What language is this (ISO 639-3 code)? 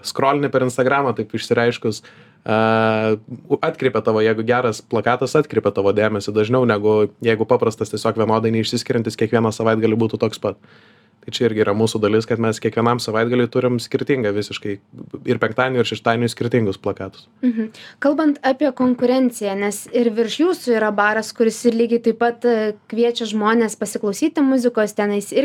lit